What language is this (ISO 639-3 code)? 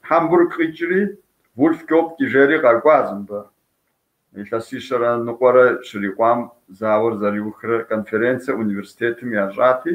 kbd